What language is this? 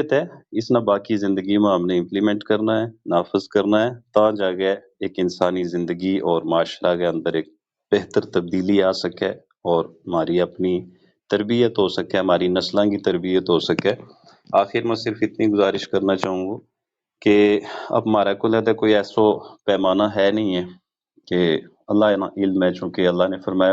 Gujari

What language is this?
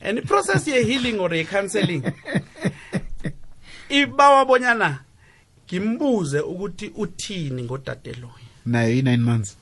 South Ndebele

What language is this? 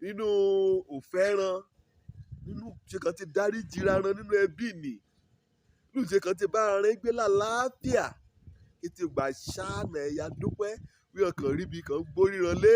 Yoruba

